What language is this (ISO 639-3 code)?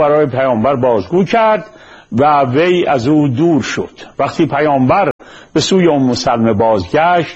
fas